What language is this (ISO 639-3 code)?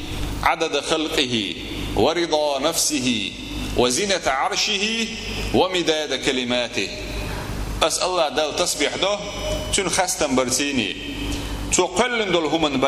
che